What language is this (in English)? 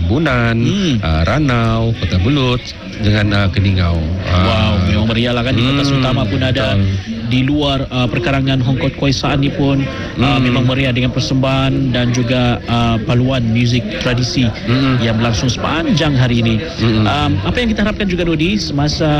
Malay